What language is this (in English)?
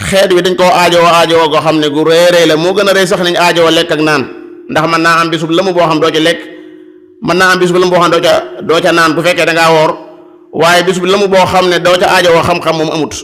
Wolof